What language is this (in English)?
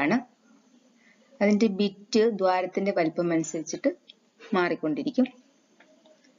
Malayalam